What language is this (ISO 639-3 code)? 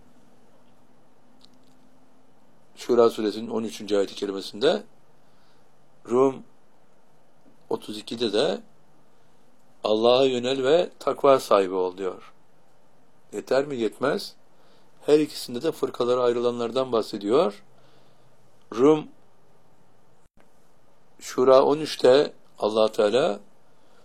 tur